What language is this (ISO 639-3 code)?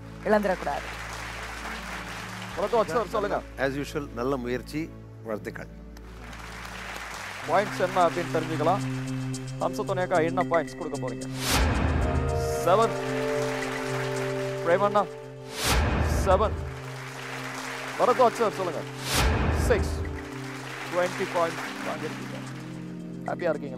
tam